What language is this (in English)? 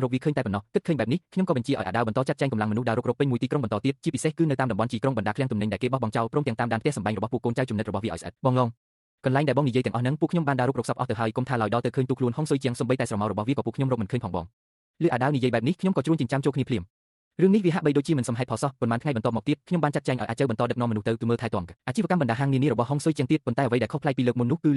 Khmer